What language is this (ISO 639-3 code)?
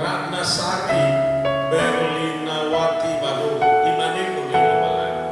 nia